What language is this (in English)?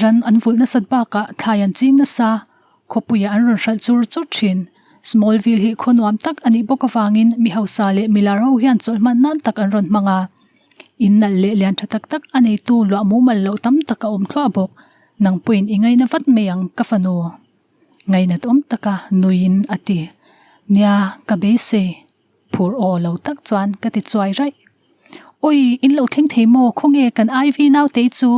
Mizo